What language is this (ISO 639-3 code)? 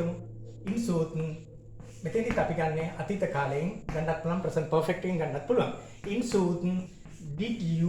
sin